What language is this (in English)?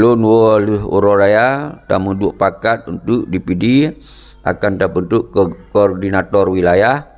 Achinese